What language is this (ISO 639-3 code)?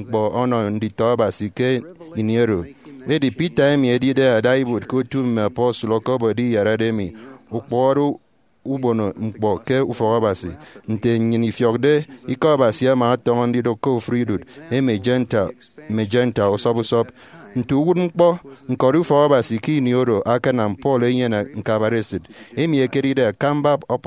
efi